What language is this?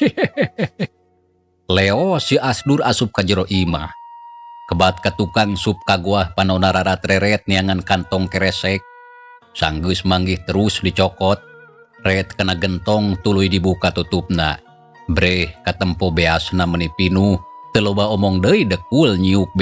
Sundanese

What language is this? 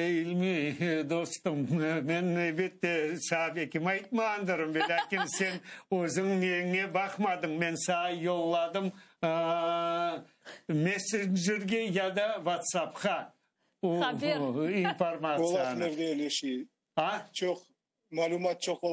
Crimean Tatar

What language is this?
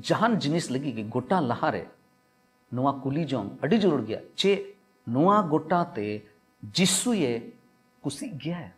Santali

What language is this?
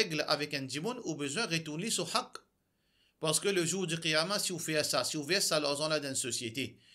Morisyen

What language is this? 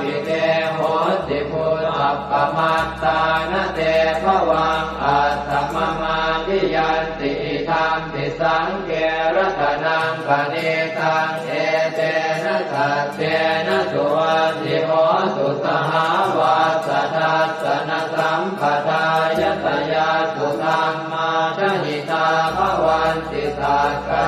Pali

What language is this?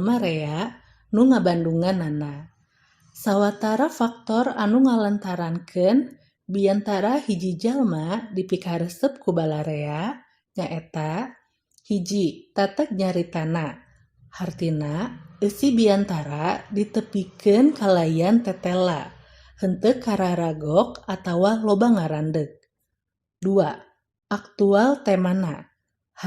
Sundanese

